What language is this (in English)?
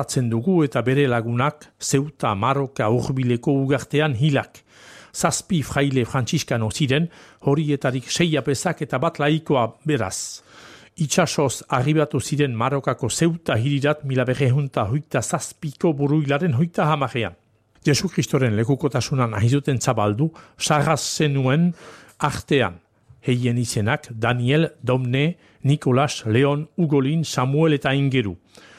Basque